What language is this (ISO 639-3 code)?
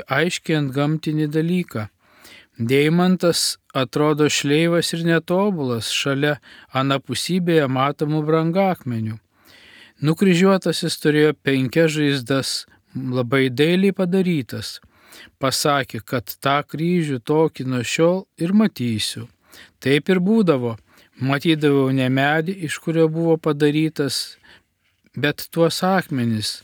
lit